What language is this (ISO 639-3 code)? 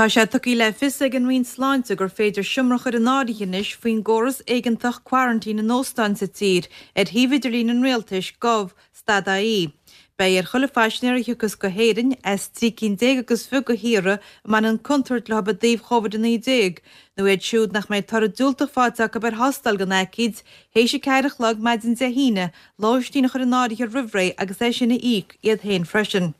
gle